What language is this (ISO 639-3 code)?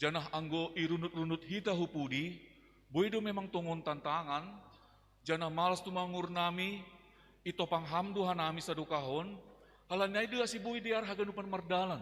bts